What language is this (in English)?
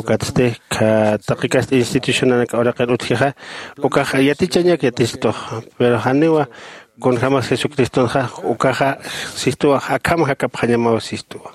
Aymara